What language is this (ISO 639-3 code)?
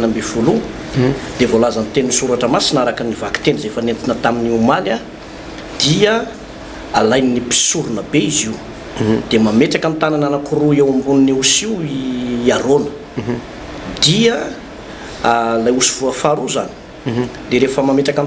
mlg